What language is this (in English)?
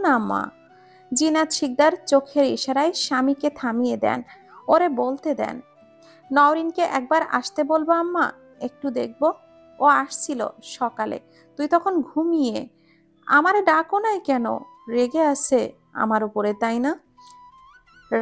Bangla